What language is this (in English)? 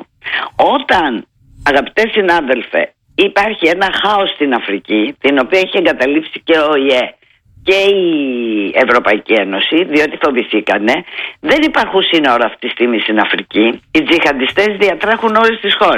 Greek